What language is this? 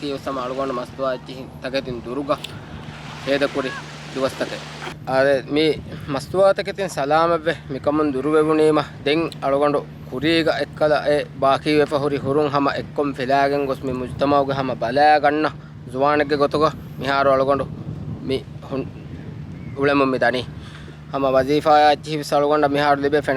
Divehi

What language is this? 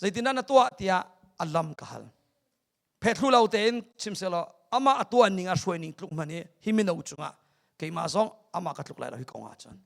Hakha Chin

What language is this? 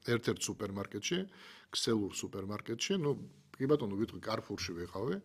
Georgian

